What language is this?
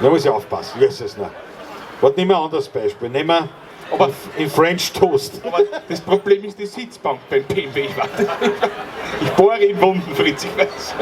Bavarian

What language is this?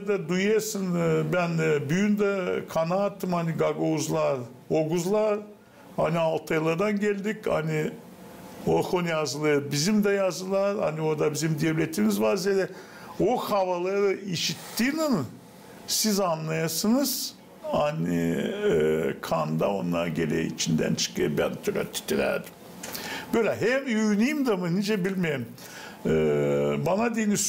Gagauz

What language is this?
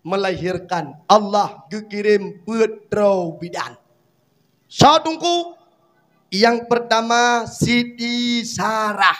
Achinese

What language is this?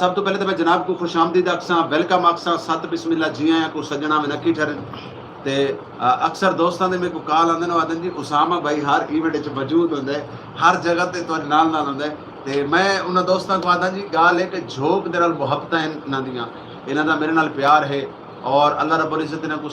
Saraiki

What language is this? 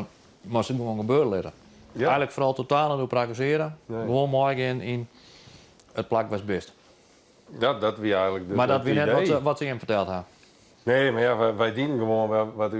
Western Frisian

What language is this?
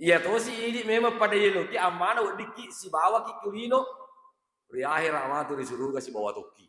Buginese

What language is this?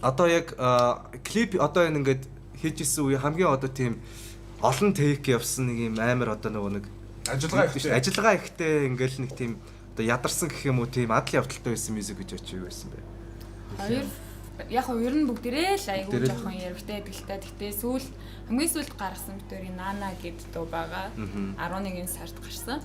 Mongolian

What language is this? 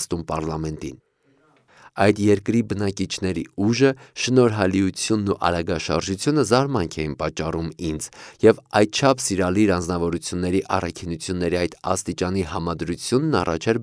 Armenian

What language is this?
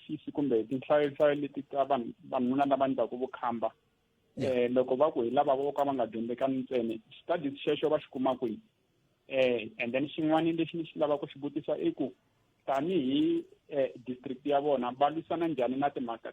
Tsonga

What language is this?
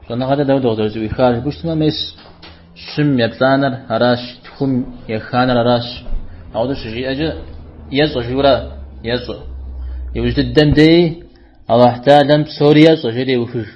Kabardian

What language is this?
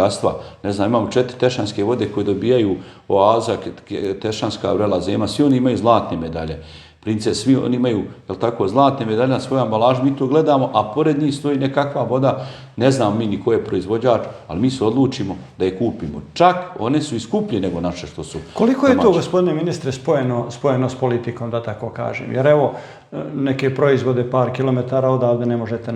Bosnian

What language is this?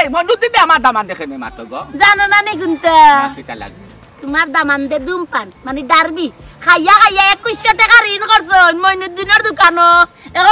Sylheti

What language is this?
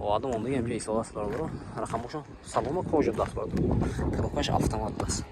Tajik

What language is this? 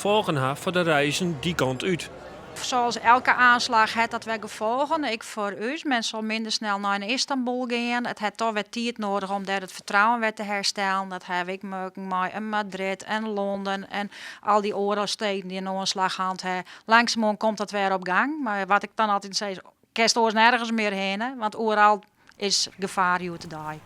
Western Frisian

